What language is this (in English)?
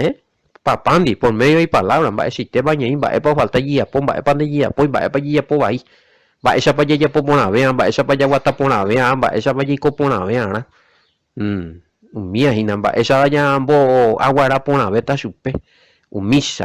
Guarani